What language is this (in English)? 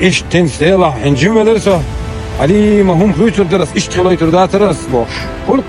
Chechen